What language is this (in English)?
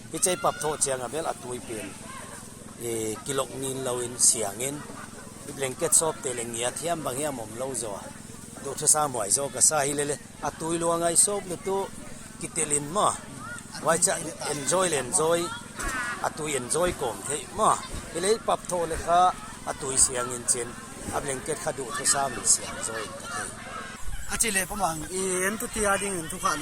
Tedim Chin